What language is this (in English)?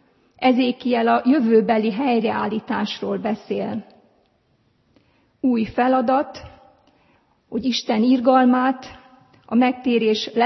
Hungarian